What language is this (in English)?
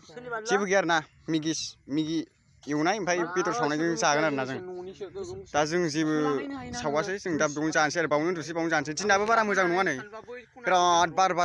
Bodo